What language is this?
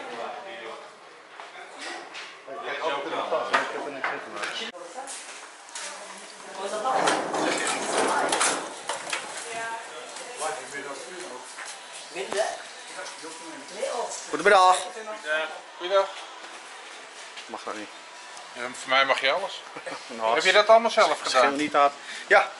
Dutch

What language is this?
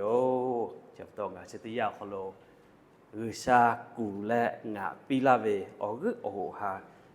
Lahu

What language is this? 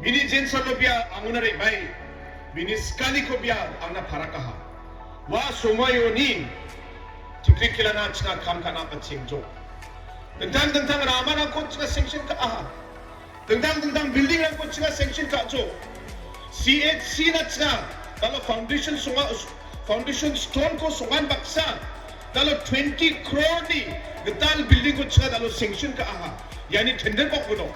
Garo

